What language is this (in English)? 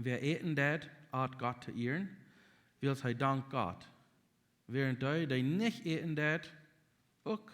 Plautdietsch